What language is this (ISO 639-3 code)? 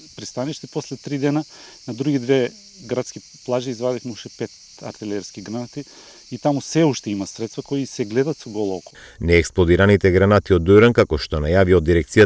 mkd